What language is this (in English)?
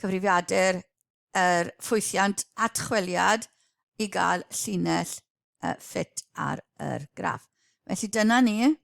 Welsh